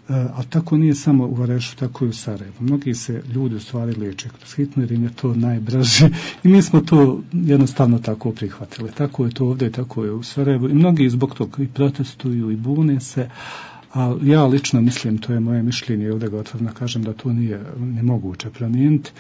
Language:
Bosnian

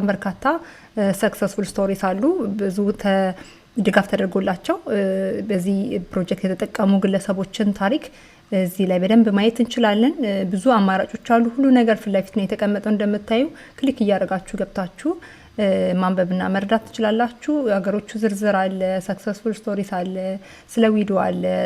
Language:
Amharic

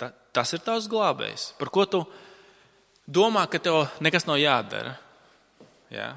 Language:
Latvian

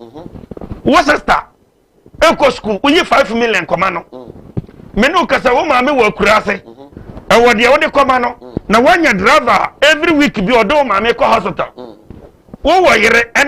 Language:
Akan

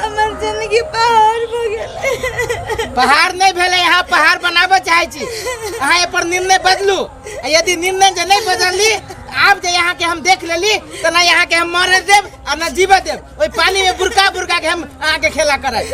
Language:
Maithili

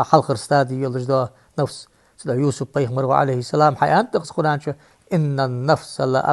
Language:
Ingush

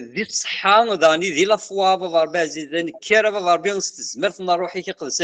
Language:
Kabyle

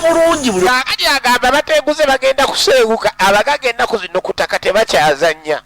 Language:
Ganda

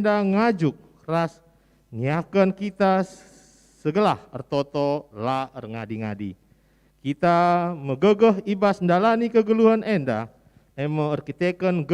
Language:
Batak Karo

